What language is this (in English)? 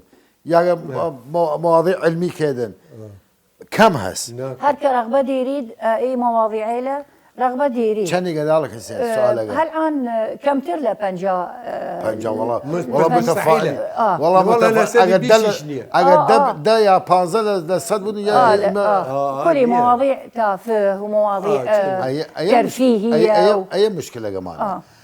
Southern Kurdish